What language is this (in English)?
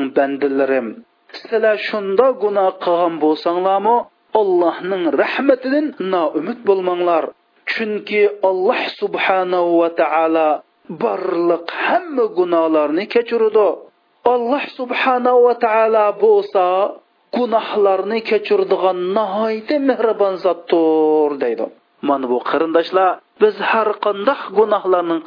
Uyghur